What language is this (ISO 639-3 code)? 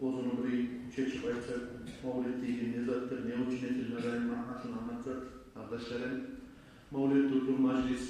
kum